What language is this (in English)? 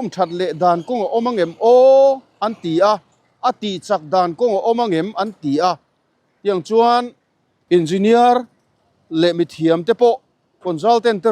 Mizo